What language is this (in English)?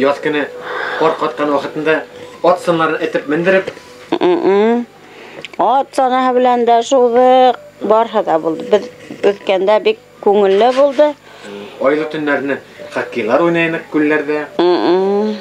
Bashkir